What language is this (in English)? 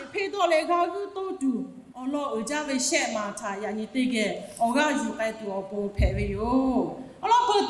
Lahu